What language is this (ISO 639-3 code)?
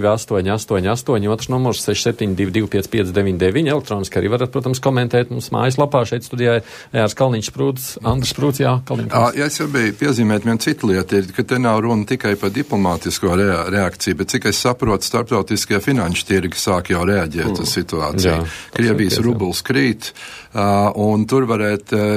lav